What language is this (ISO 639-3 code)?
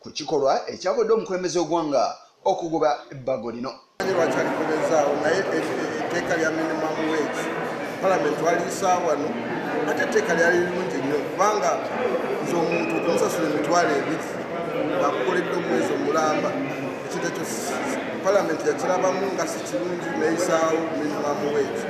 lug